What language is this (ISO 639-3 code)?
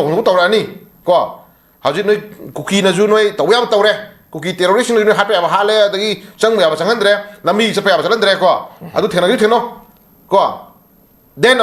mni